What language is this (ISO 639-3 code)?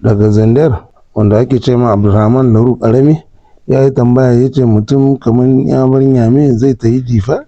hau